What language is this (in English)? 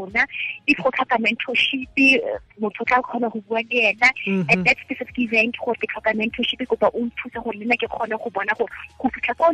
Tswana